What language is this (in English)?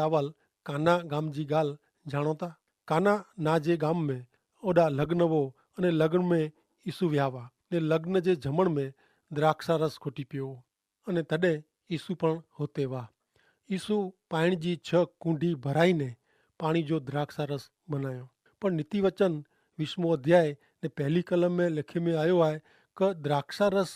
Kachhi